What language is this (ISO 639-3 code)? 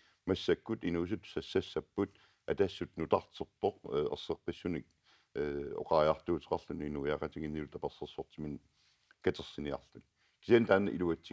kal